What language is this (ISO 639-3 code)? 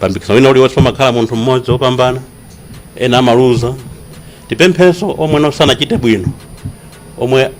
nya